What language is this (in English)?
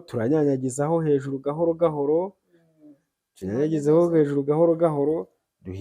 Kinyarwanda